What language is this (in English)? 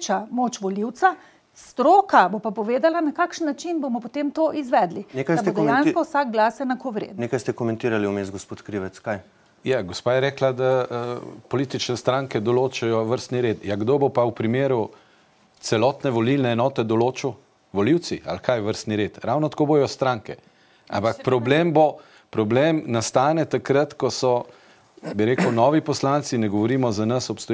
Slovenian